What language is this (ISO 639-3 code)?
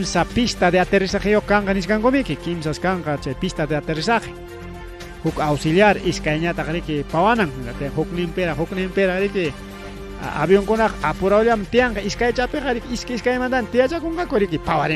quy